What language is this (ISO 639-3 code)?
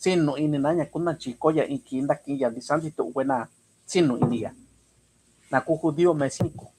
mix